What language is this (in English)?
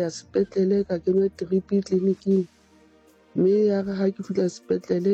Southern Sotho